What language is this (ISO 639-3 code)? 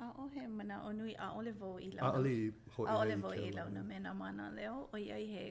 haw